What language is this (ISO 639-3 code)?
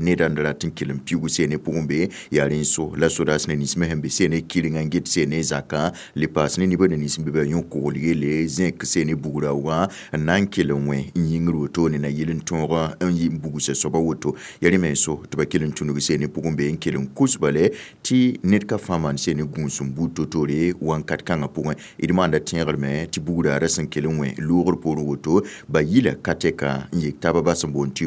mos